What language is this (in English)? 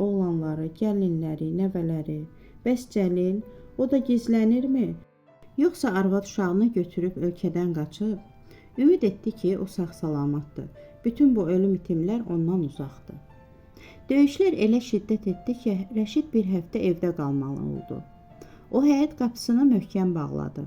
Azerbaijani